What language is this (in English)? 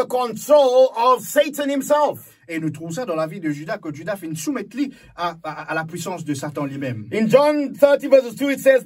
Morisyen